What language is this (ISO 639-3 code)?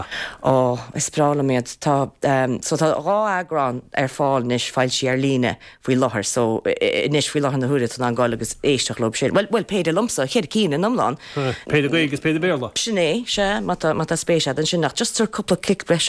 gle